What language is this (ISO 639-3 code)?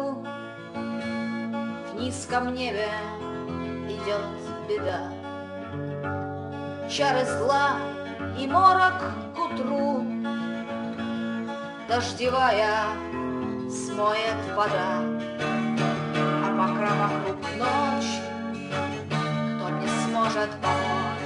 rus